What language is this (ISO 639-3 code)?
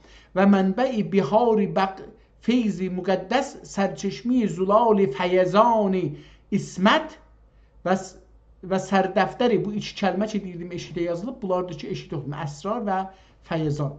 azb